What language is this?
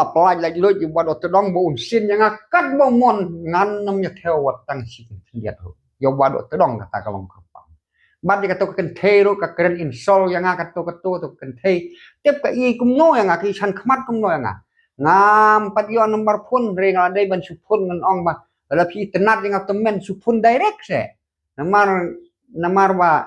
Khasi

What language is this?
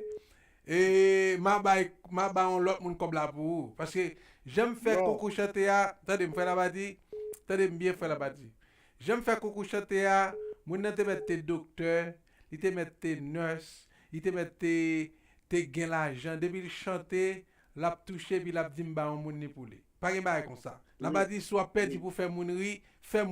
Haitian Creole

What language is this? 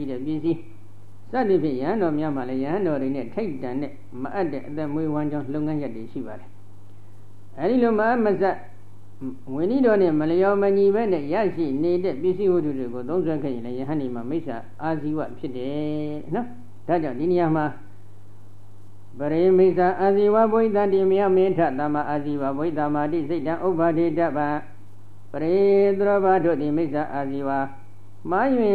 Burmese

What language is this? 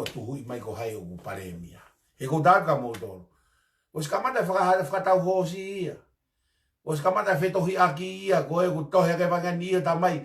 Tongan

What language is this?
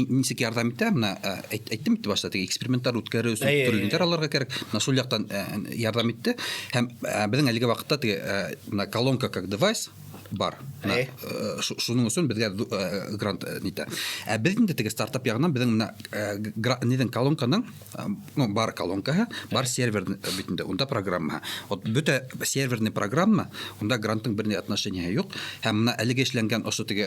Bashkir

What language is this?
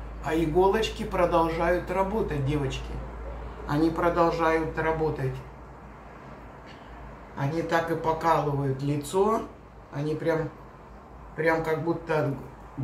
Russian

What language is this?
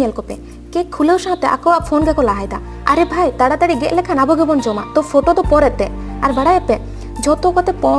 Santali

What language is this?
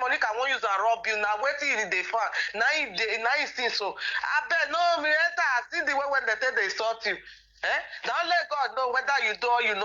Nigerian Pidgin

